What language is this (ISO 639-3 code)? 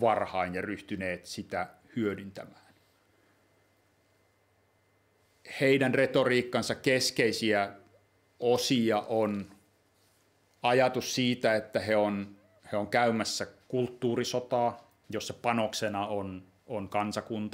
fin